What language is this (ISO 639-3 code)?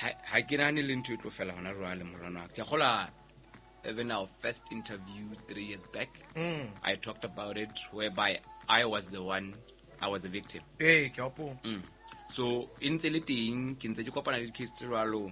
sot